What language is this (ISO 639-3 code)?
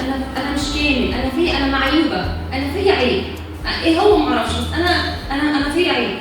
arz